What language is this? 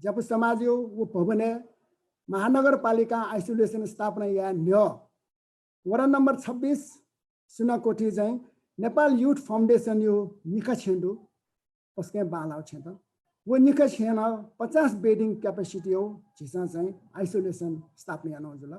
Newari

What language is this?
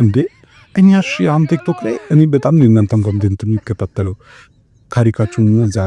Amharic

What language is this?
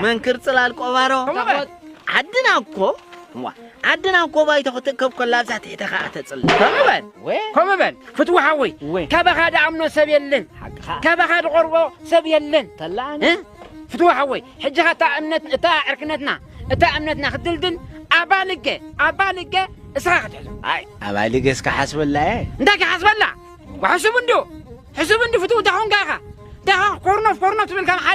Tigrinya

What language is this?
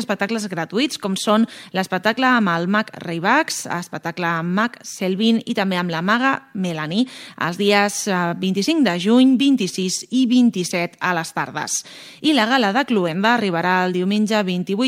Catalan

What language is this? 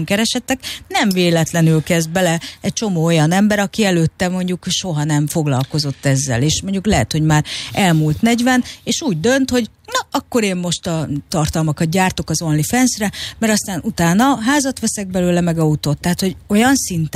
Hungarian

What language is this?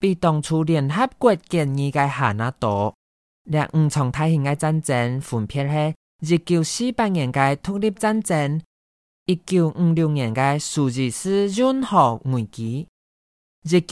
Hakka Chinese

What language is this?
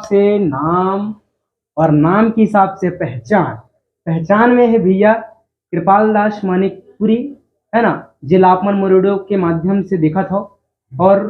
Chhattisgarhi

